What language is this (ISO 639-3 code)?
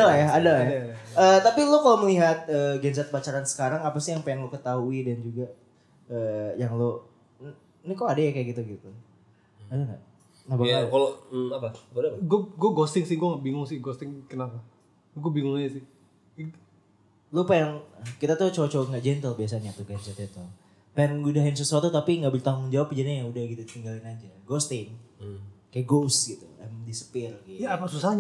ind